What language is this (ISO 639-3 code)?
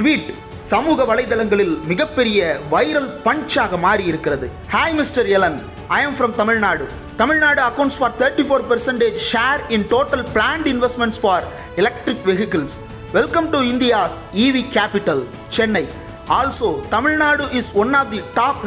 tam